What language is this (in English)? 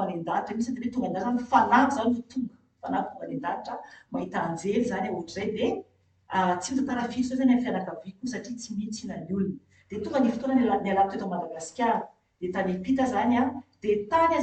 Malagasy